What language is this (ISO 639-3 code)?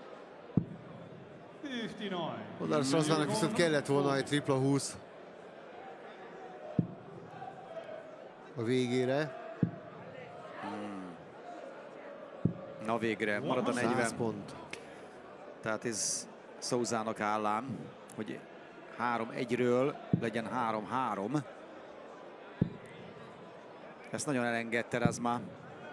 hun